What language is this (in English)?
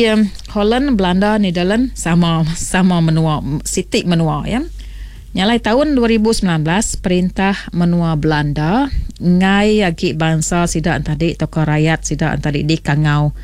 Iban